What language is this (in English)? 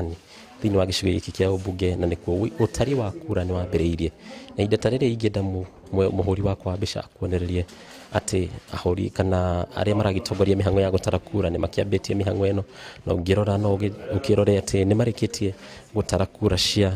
Kikuyu